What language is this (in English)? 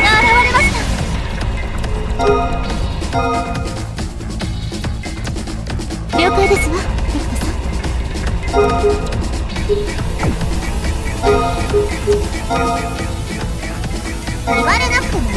Japanese